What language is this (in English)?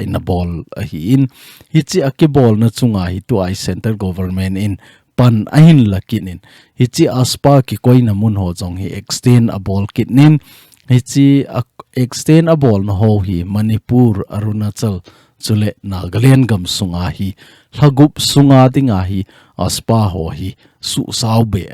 Thado Chin